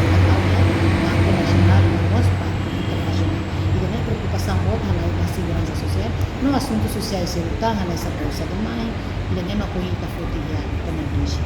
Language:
Tetum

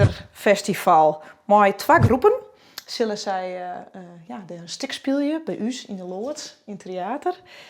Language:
Western Frisian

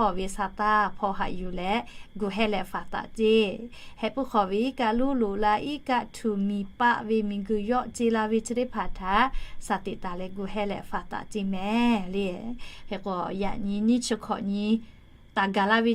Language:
Lahu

